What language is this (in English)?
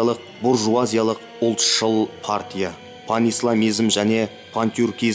Kazakh